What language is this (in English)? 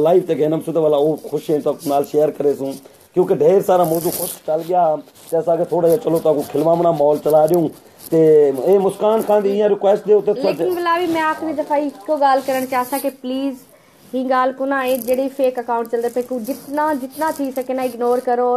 Saraiki